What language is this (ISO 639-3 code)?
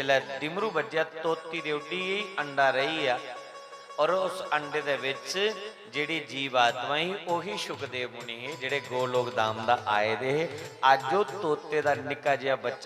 doi